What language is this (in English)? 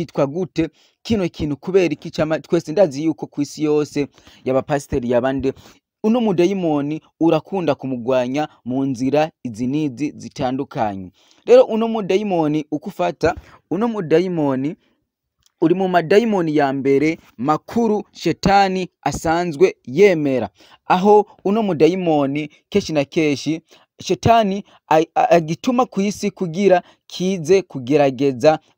Rundi